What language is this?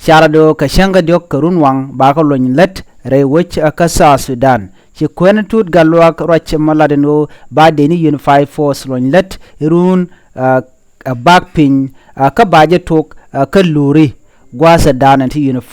Nuer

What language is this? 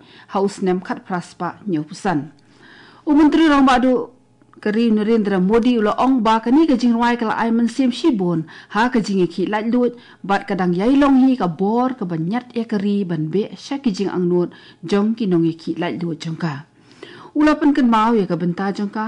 Khasi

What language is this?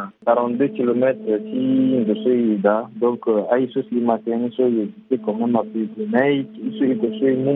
Sango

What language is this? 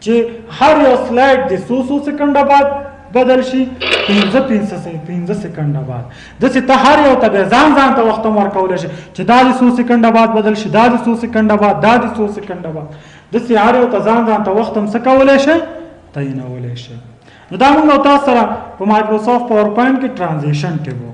Pashto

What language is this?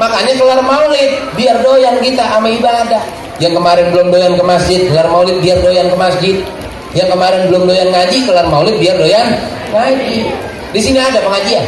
Betawi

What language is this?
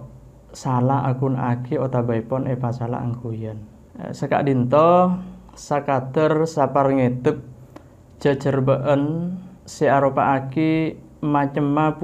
Madurese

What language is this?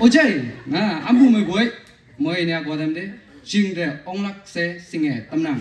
Naga Pidgin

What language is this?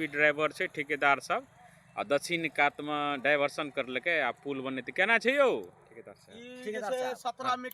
Maithili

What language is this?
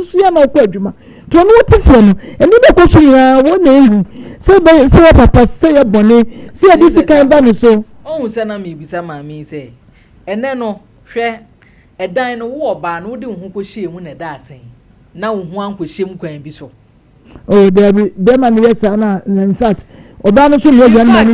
Akan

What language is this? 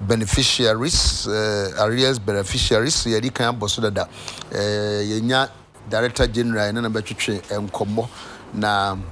Akan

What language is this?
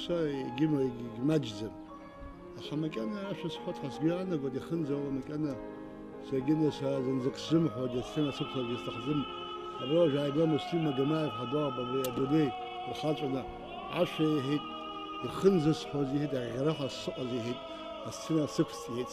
Abkhazian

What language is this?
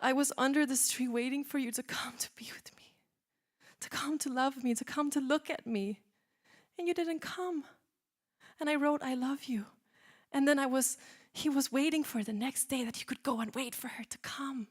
English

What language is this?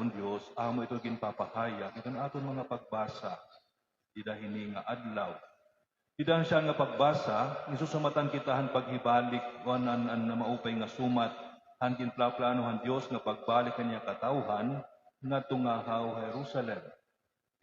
Waray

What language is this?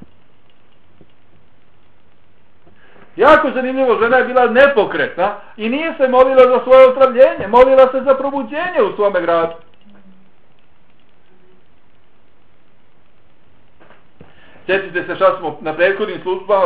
Bosnian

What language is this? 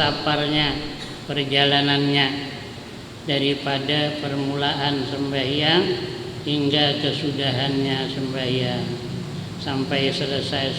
Banjar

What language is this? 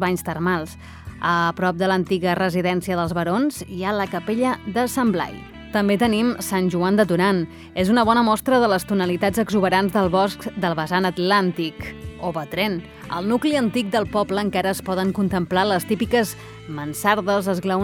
Catalan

